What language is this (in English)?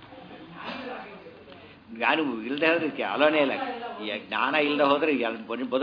Kannada